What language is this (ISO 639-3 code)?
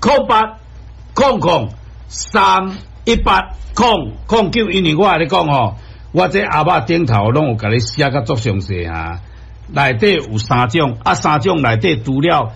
nan